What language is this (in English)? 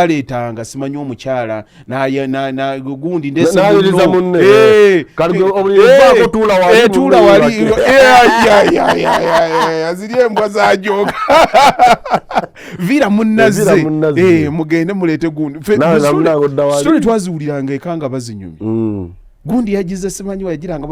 Ganda